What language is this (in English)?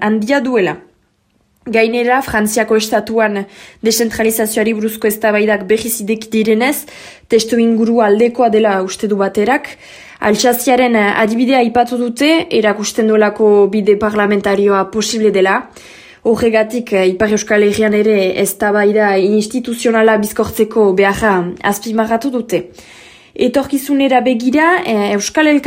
Basque